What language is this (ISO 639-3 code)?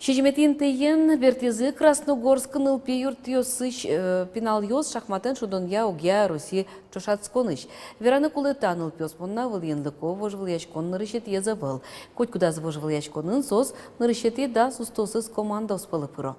udm